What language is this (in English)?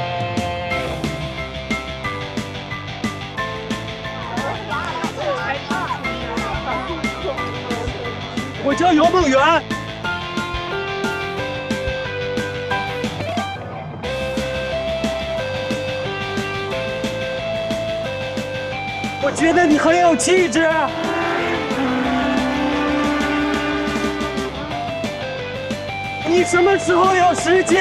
Chinese